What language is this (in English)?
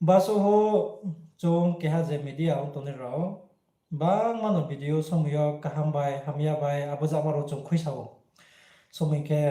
Riang (India)